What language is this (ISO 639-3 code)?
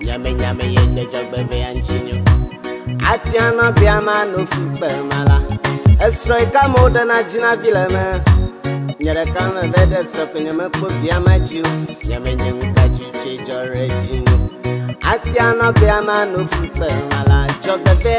ewe